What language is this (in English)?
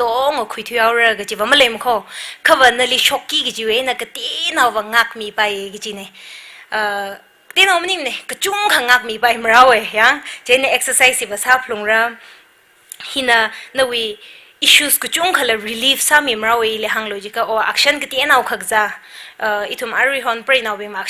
Tangkhul Naga (India)